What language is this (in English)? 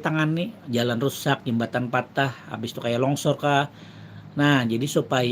Banjar